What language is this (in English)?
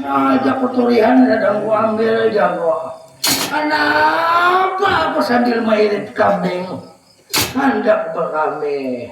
Banjar